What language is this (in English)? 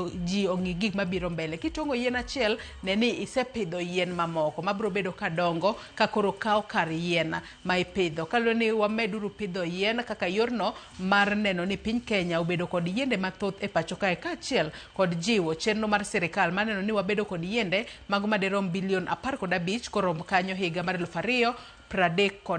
Luo (Kenya and Tanzania)